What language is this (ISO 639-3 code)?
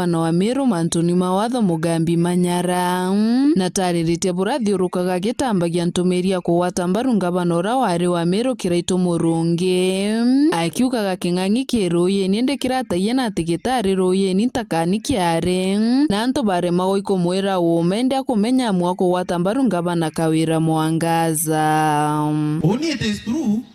mer